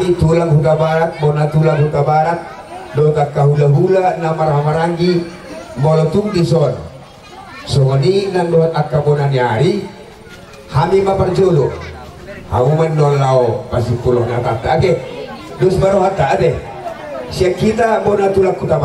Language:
Batak Toba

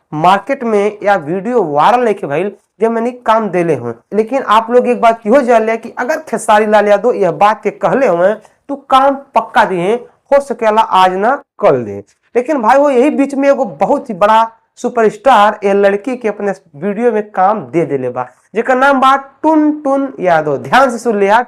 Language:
Bhojpuri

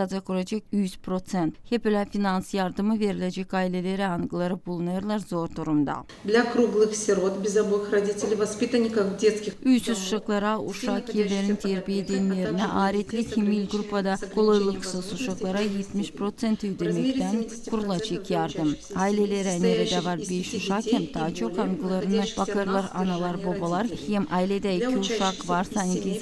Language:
Gagauz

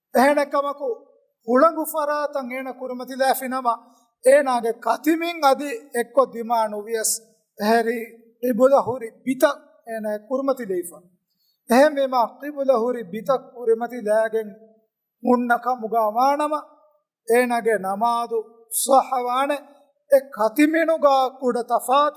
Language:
Divehi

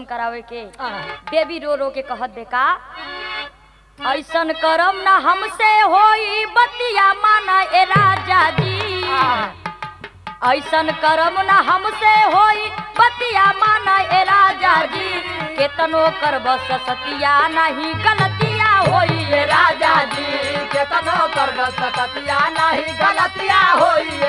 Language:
Bhojpuri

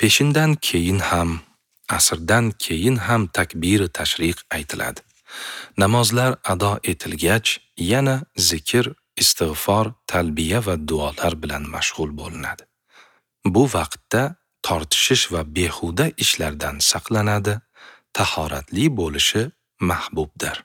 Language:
Uzbek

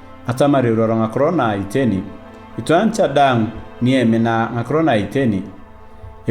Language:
Turkana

